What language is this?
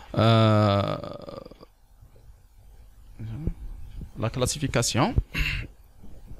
French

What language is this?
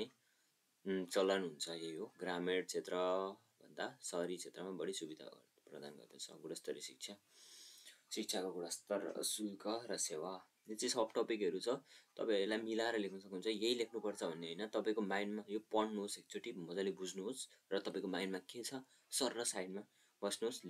Nepali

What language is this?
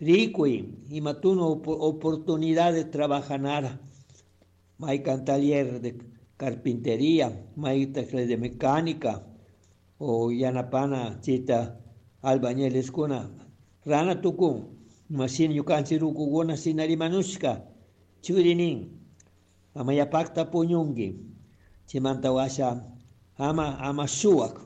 Chimborazo Highland Quichua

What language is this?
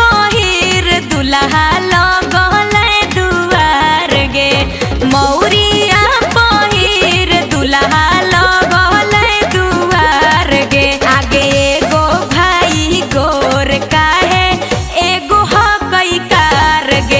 Magahi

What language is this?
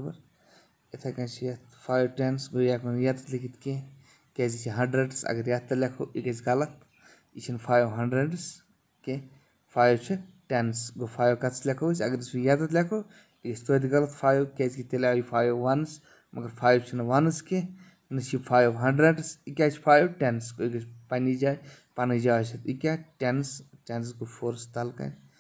Kashmiri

